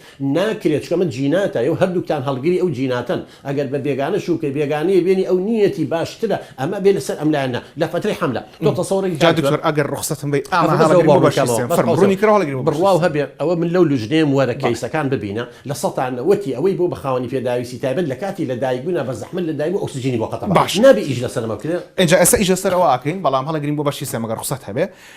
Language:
Central Kurdish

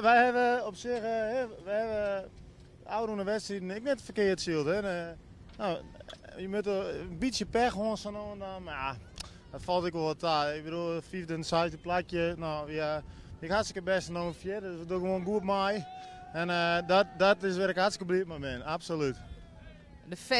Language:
Western Frisian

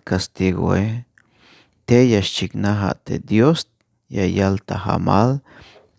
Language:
Tzeltal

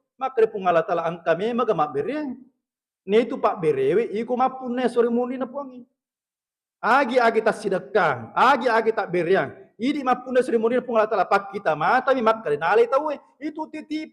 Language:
Buginese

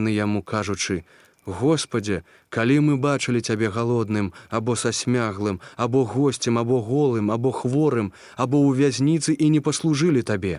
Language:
Belarusian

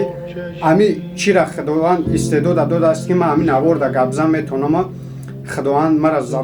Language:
Tajik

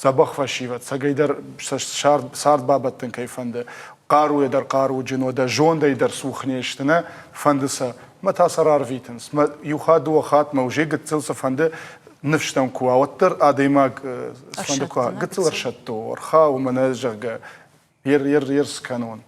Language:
Ossetic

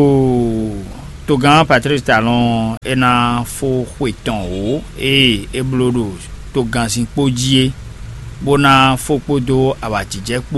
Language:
Fon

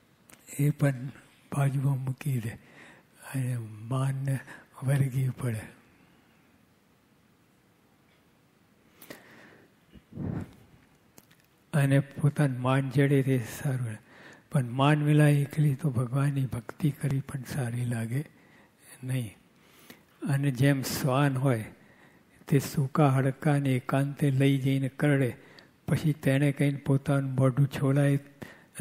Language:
Gujarati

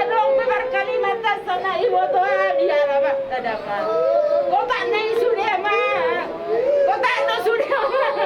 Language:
Batak Toba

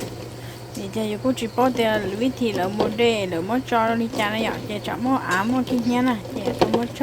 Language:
Hmong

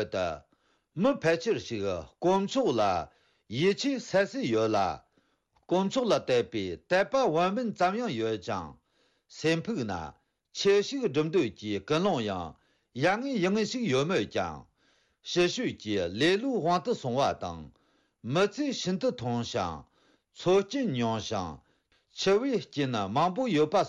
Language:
Tibetan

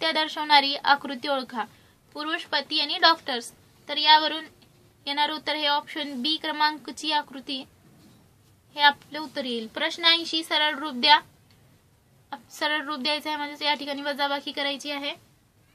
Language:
Marathi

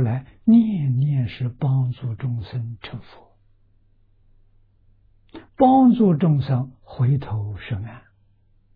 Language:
Chinese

